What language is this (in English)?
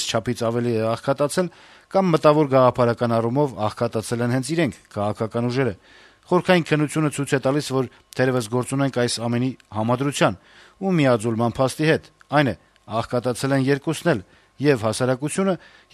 Armenian